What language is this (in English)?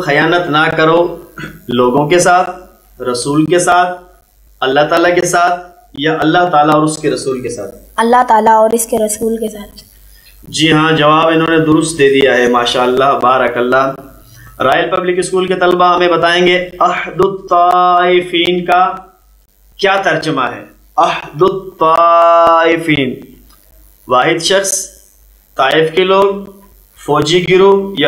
Urdu